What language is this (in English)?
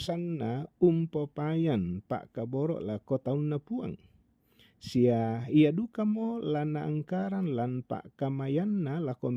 Toraja-Sa'dan